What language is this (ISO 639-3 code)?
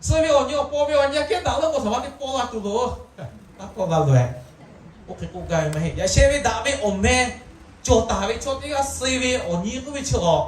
lhu